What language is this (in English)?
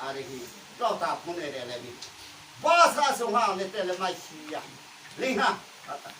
Riang (India)